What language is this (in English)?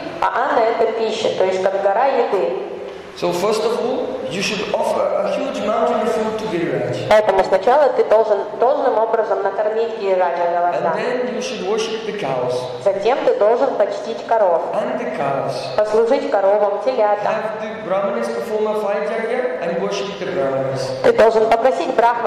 Russian